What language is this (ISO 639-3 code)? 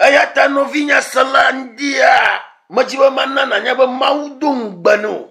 ewe